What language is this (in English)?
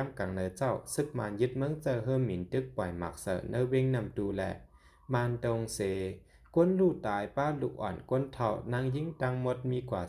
Shan